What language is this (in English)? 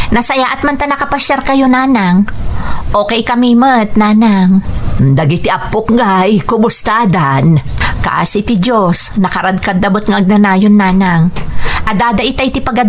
Iloko